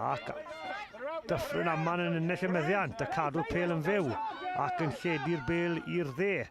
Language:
Welsh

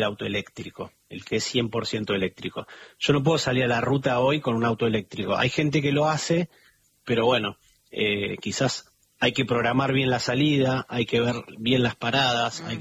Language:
Spanish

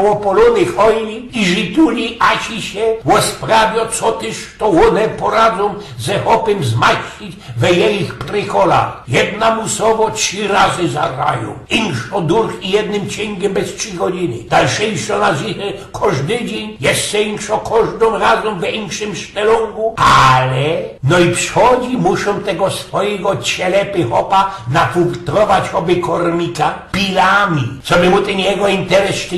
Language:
Silesian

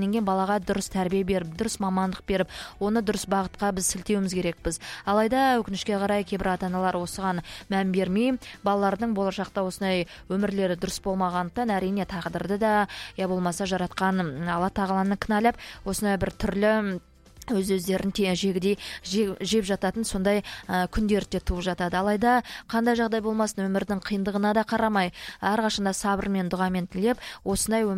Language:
Kazakh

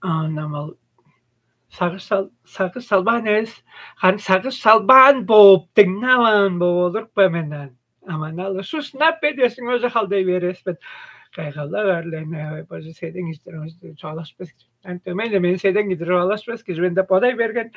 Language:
Tuvinian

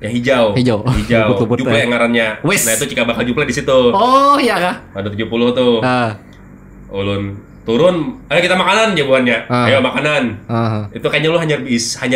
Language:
Banjar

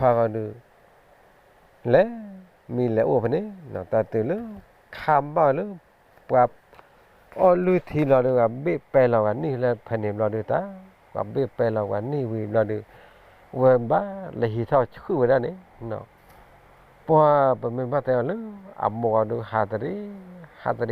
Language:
S'gaw Karen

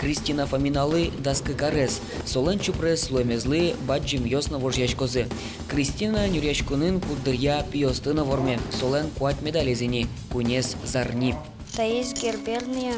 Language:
Udmurt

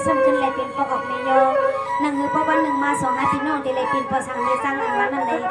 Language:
Shan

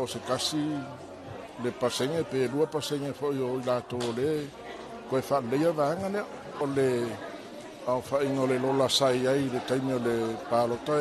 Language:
Samoan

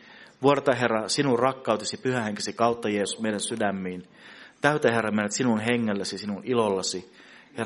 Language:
Finnish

